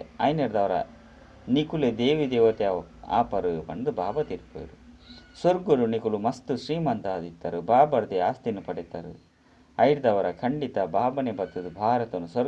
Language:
Tulu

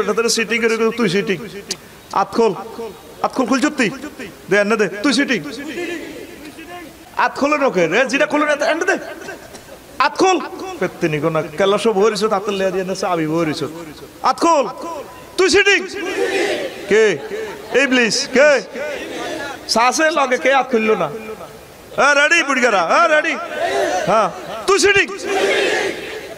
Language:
Bangla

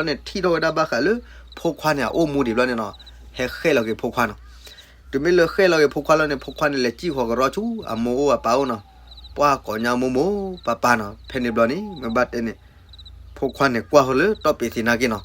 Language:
S'gaw Karen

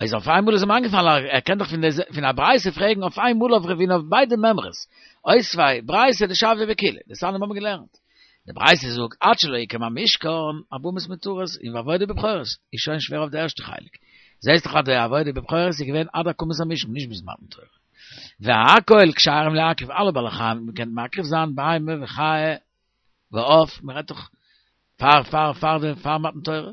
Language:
Yiddish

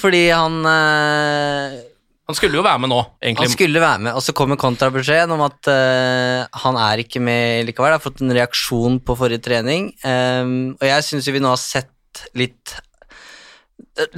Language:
Norwegian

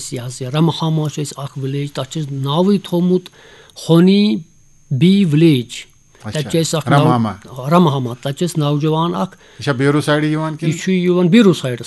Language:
Kashmiri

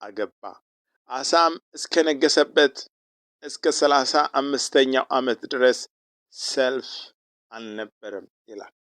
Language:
Amharic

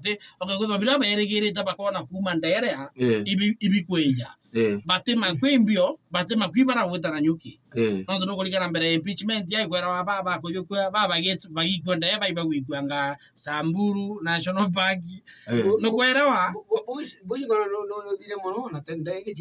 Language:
Meru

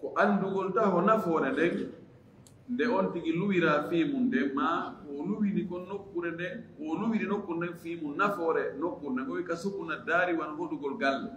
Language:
Fula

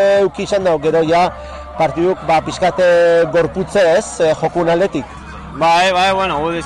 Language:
Basque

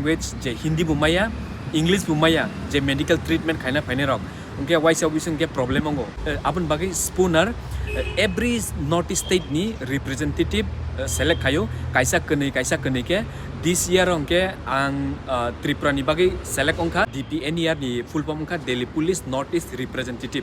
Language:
Kok Borok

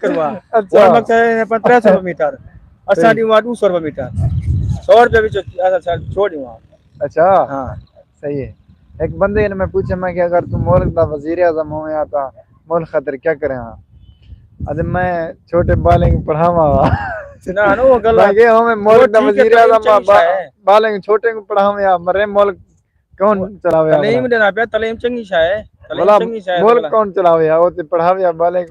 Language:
Saraiki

